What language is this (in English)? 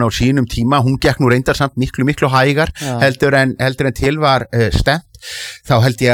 Icelandic